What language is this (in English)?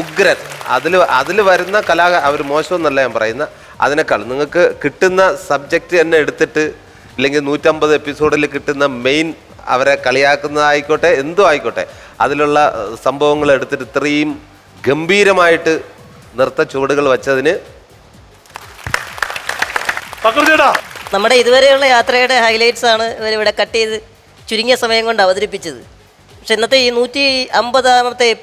Malayalam